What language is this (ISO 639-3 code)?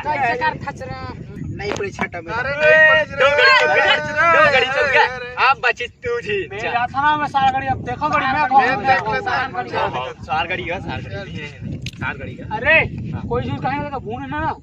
hne